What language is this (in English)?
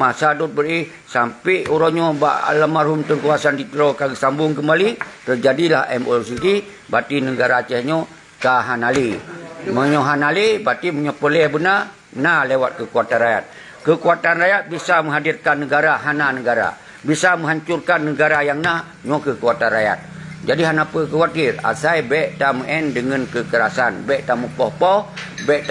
Achinese